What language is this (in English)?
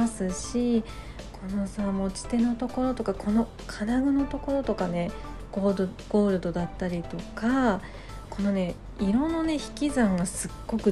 Japanese